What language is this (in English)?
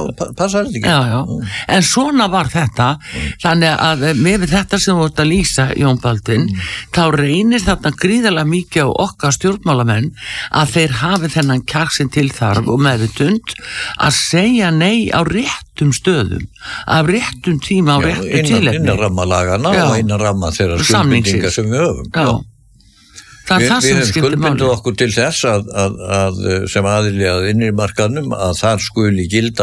Icelandic